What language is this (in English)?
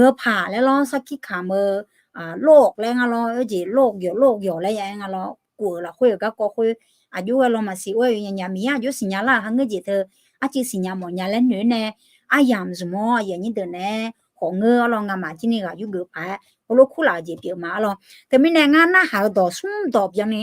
Akha